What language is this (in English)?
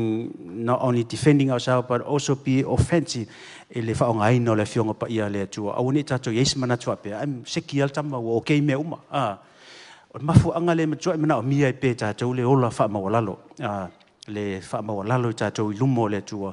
Samoan